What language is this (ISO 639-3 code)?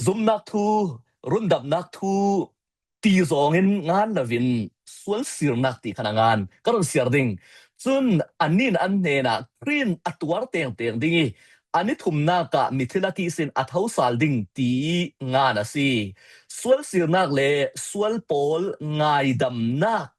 cfm